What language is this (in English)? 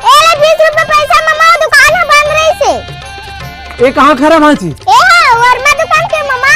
Chhattisgarhi